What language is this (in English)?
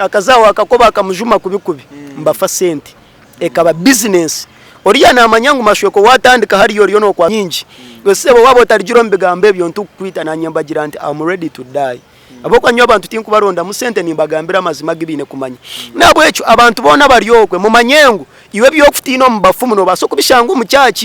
Nyankole